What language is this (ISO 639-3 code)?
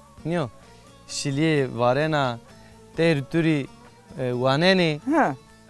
zza